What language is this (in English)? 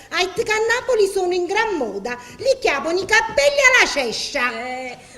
Neapolitan